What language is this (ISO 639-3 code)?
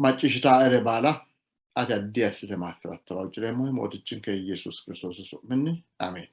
sid